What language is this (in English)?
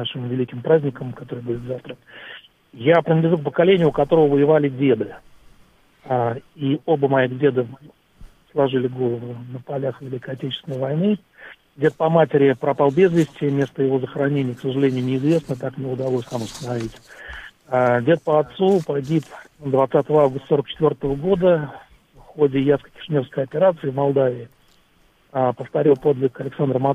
Russian